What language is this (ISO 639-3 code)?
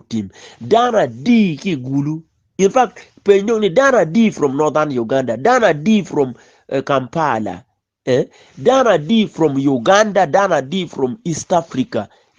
ach